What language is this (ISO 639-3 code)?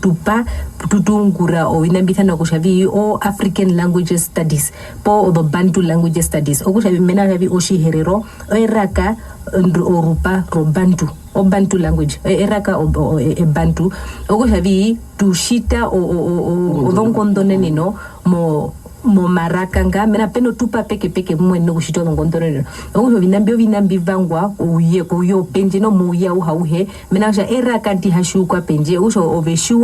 her